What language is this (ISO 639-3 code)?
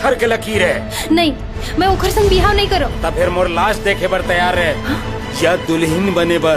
hne